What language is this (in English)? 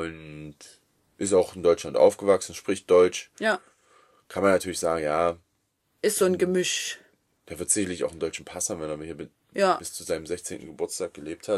German